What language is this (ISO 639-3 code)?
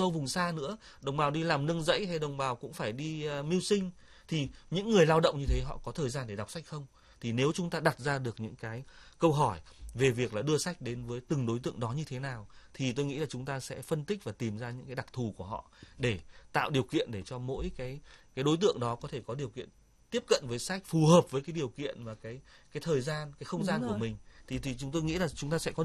vie